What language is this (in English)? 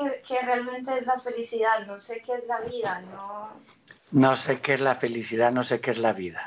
Spanish